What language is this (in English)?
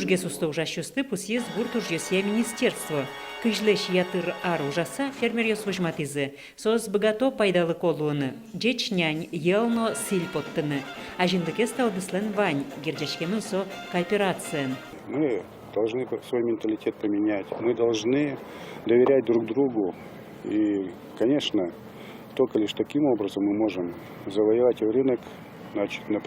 Udmurt